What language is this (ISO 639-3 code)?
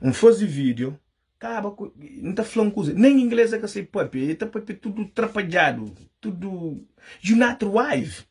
kea